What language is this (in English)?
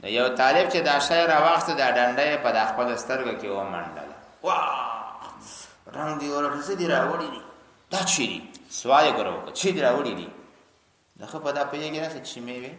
Pashto